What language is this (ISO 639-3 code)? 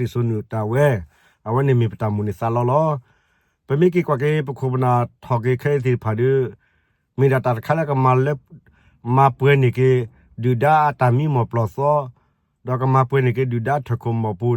ksw